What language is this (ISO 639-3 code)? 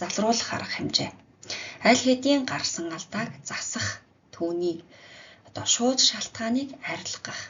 mon